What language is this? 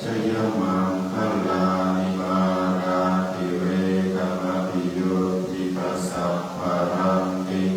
Pali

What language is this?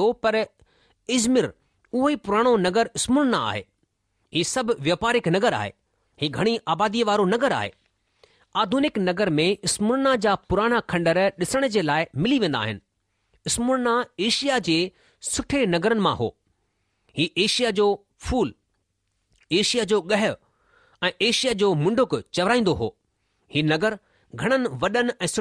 Sindhi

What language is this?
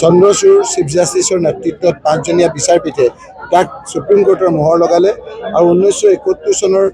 Assamese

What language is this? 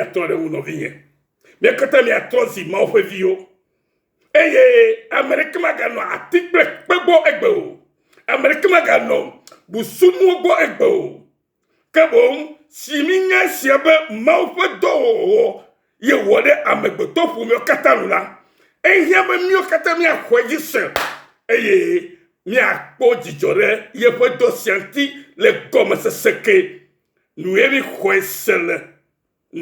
Ewe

